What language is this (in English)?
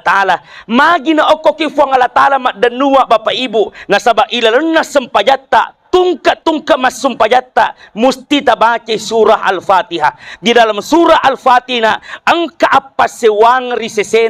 Buginese